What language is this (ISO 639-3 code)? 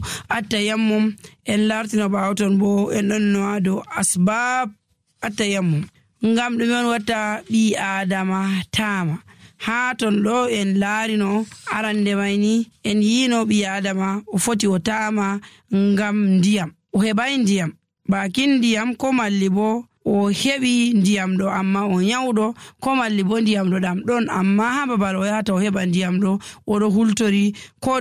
fuv